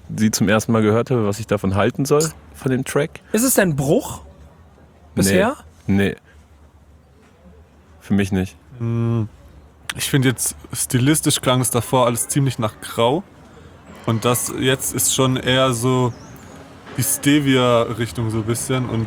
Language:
German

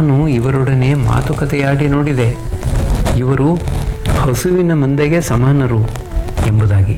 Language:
Kannada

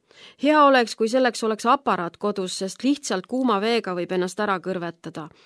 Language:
Estonian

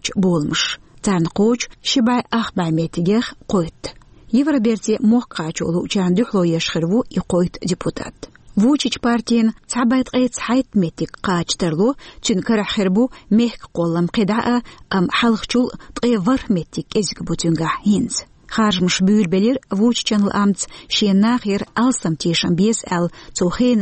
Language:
Chechen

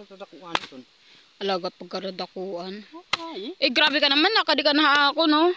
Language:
Waray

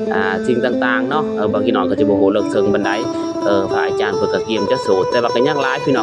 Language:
Lao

